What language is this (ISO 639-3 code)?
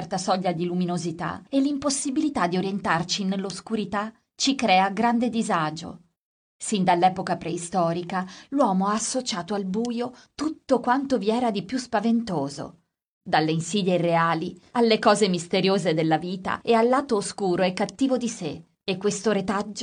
ita